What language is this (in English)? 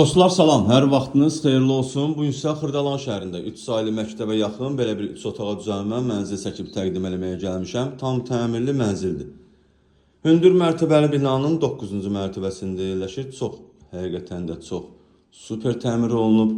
Azerbaijani